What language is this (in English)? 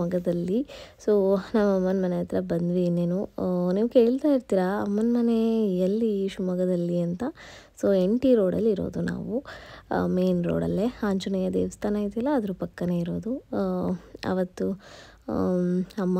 Kannada